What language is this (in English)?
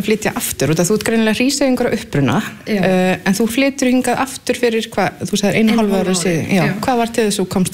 Icelandic